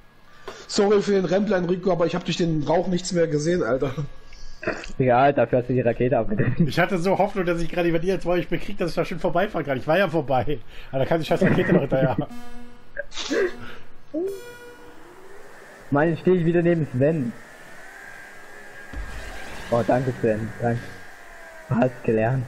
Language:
German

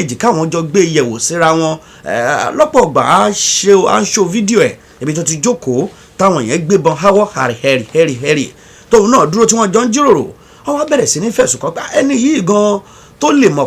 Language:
Yoruba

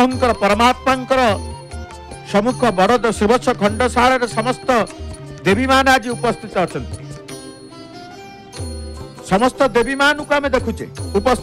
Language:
Odia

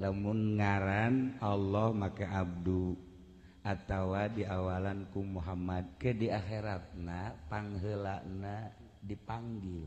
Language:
Sundanese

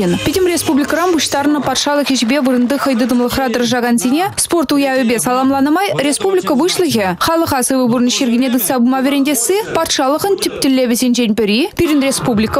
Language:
Chuvash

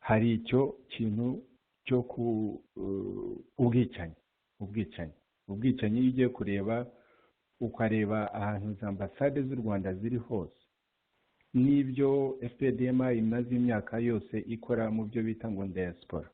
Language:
Kinyarwanda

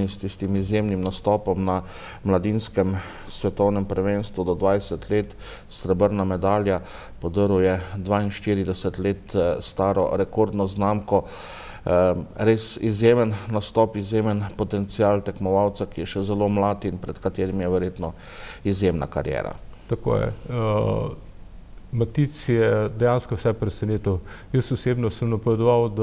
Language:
Slovenian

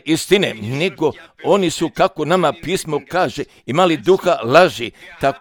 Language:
Croatian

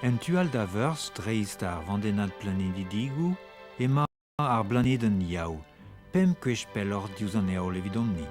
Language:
Breton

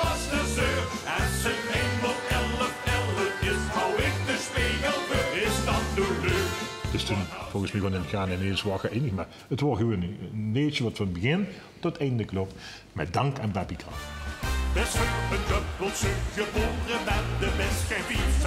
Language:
Limburgish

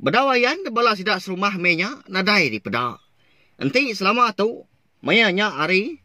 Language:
Iban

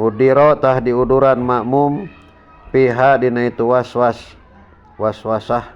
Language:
Sundanese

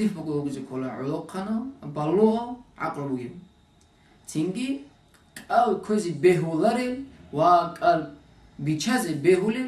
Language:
Avaric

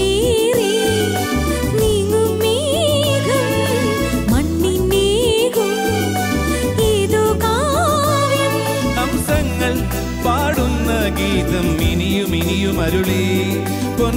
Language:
Malayalam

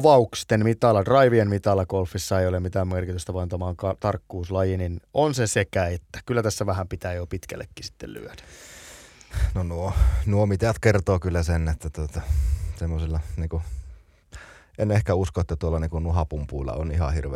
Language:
Finnish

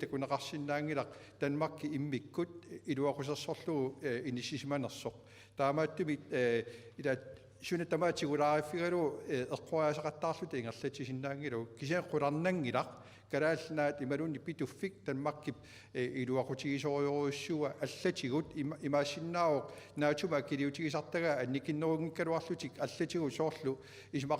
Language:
Kalaallisut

